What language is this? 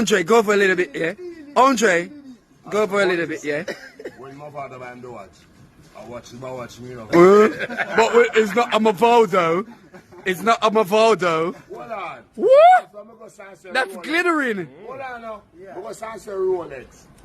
Jamaican Creole English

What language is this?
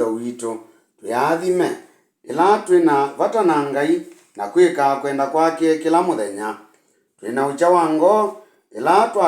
Kamba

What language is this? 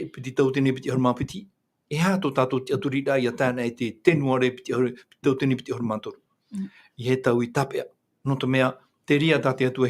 Tahitian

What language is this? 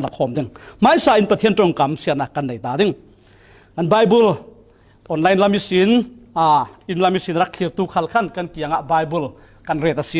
Falam Chin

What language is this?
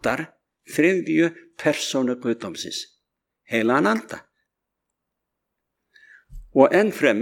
Icelandic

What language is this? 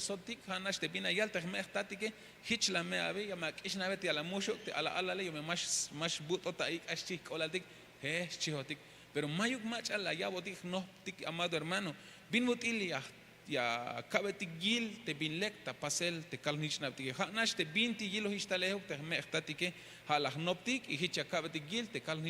Tzeltal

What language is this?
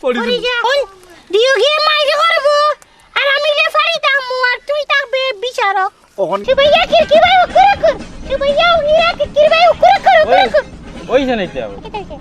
Sylheti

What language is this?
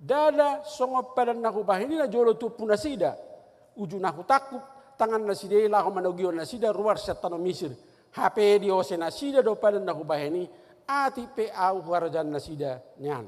Batak Toba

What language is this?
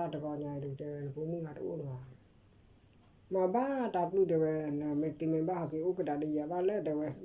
S'gaw Karen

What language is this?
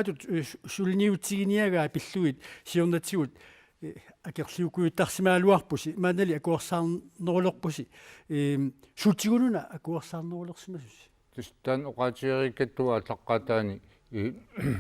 Kalaallisut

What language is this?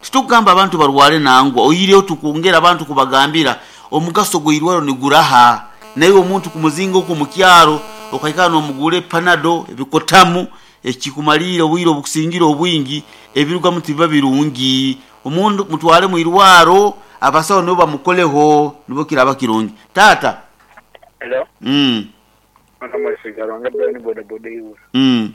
Nyoro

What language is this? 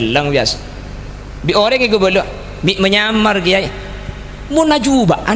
Madurese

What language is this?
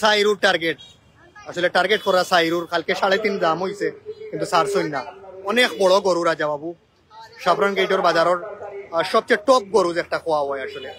Sylheti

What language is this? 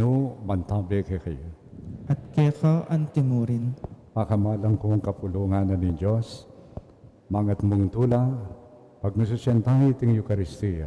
Pampanga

